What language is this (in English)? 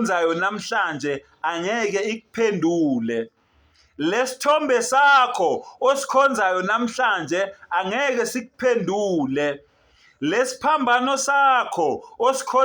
Zulu